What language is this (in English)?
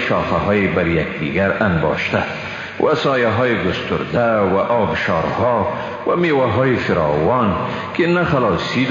Persian